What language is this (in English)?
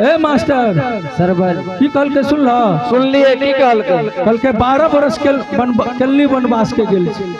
Angika